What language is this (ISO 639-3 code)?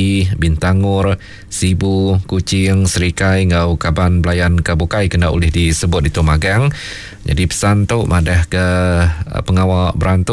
iba